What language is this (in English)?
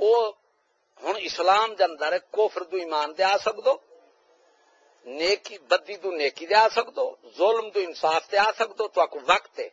Saraiki